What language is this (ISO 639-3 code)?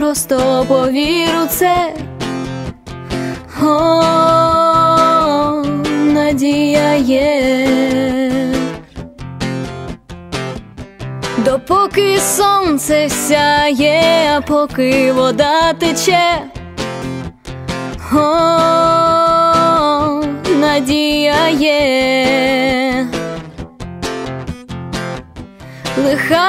ukr